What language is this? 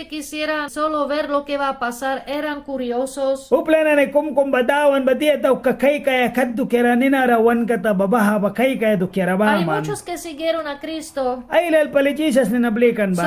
Mískito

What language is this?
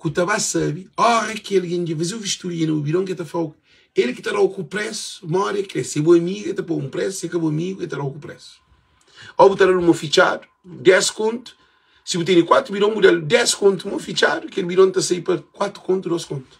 Kabuverdianu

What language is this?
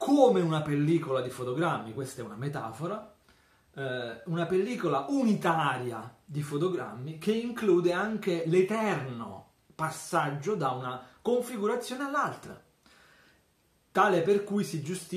Italian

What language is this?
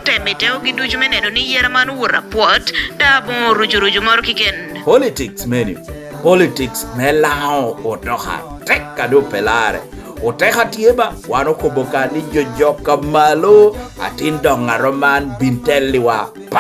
Lango (Uganda)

